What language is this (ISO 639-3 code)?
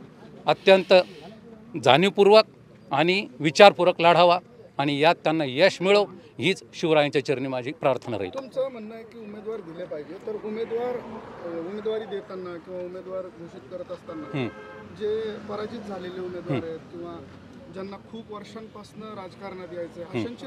mar